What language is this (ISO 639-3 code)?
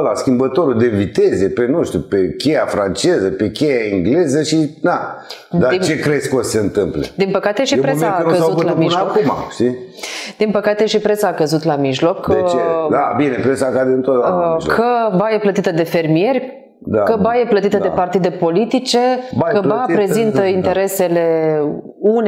ron